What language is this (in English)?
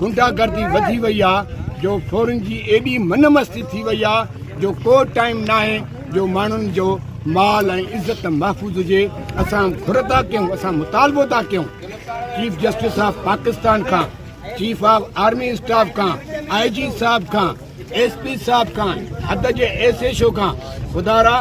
Sindhi